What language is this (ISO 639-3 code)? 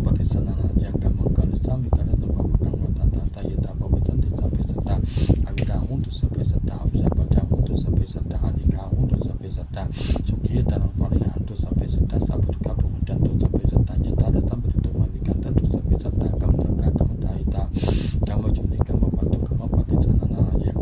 pli